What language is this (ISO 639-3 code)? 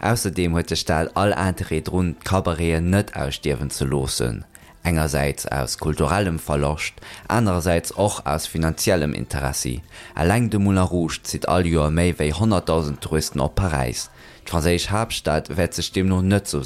ltz